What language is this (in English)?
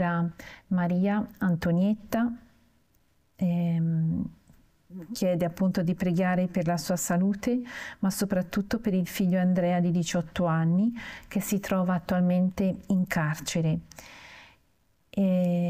Italian